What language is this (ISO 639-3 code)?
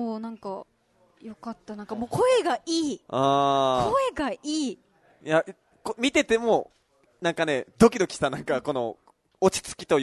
jpn